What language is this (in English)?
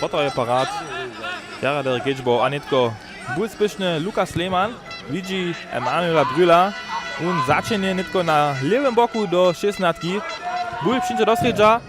Upper Sorbian